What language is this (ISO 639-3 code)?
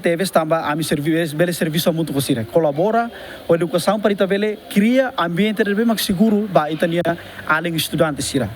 tet